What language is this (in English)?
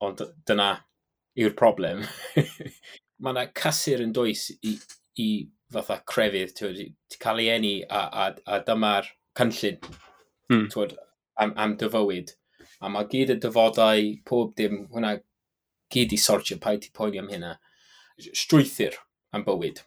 Welsh